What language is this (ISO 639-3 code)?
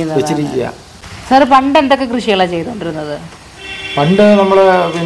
mal